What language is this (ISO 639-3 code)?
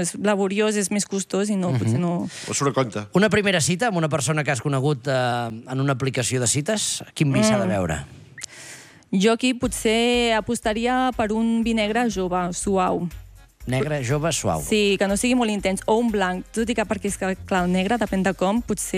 cat